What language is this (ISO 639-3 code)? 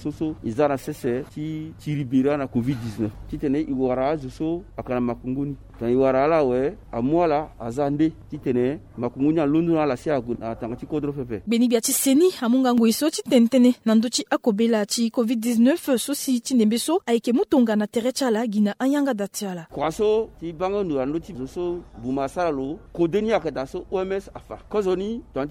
sag